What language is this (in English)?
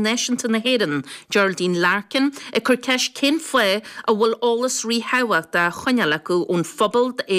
Irish